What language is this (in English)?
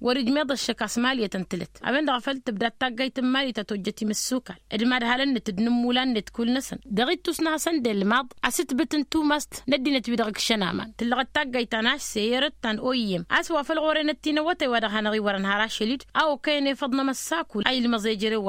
Tamasheq